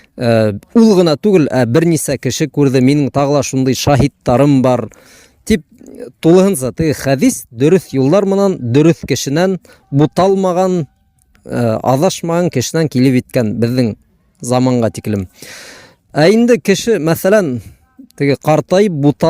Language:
Bashkir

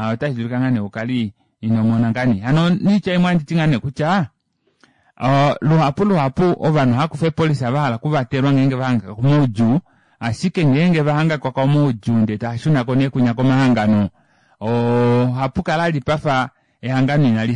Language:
Kuanyama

